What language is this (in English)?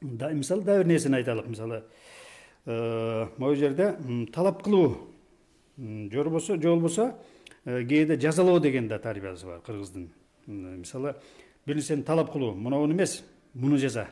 Kyrgyz